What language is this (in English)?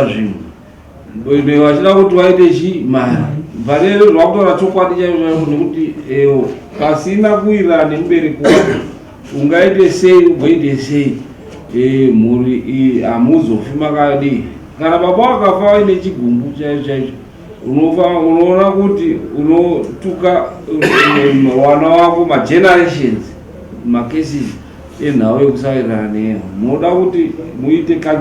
Shona